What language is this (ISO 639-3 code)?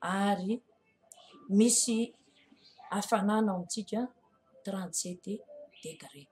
mlg